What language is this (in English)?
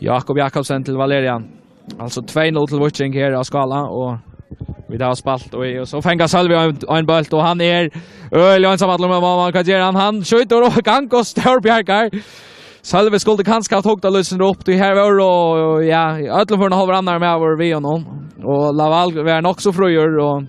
Faroese